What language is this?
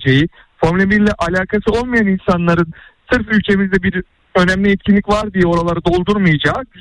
Turkish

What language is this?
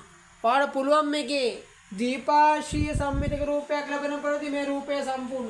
Sinhala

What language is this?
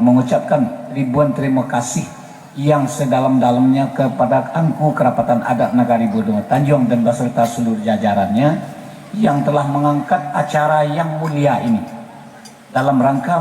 Minangkabau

